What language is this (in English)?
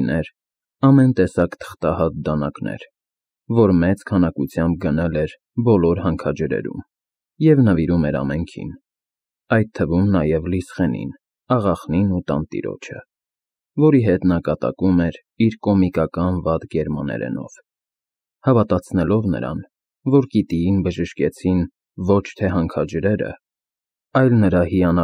Armenian